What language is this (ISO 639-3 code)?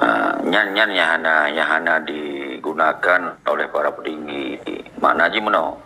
ace